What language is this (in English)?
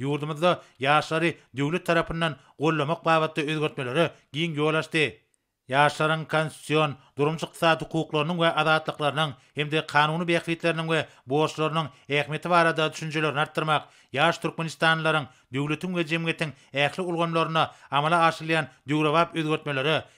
Turkmen